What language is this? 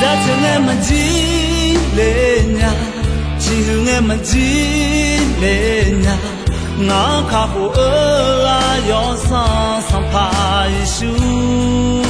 Akha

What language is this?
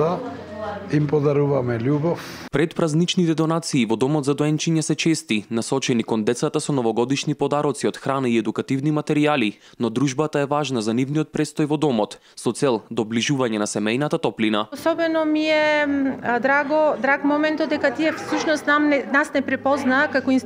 Macedonian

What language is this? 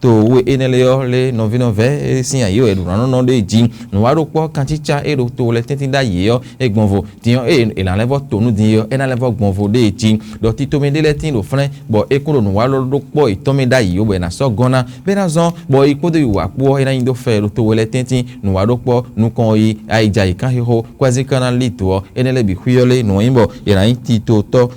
Fon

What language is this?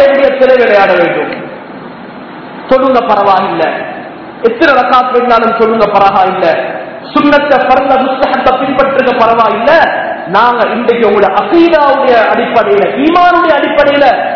Tamil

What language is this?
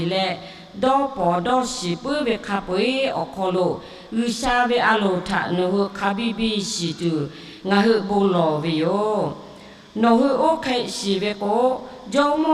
Lahu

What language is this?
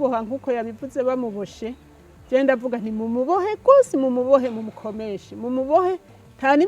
Rundi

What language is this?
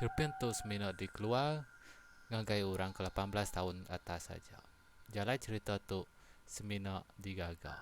Iban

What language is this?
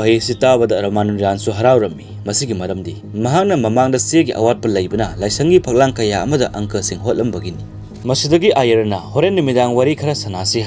Manipuri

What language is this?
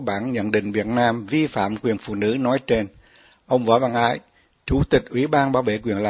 Vietnamese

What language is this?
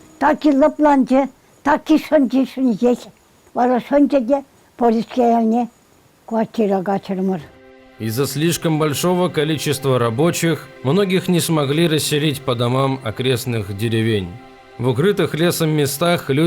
Chuvash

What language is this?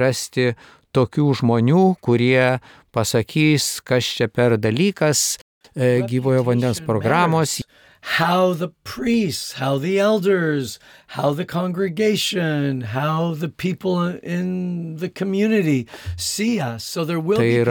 Lithuanian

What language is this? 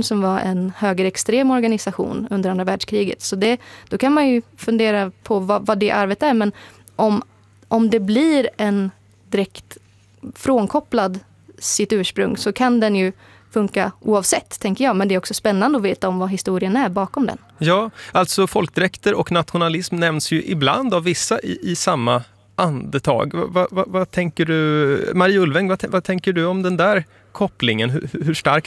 Swedish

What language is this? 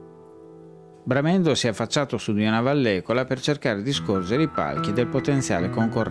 Italian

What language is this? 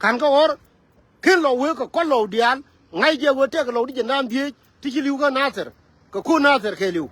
Nuer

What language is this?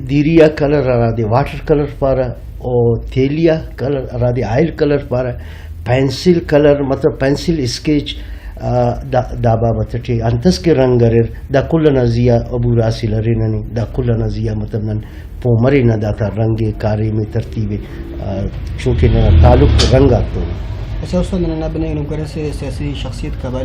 Brahui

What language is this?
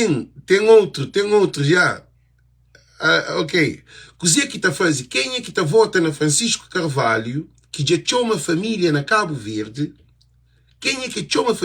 Kabuverdianu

